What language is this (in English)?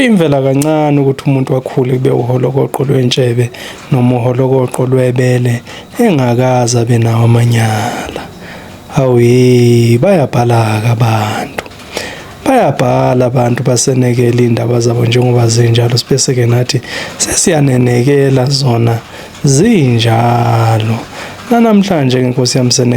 Zulu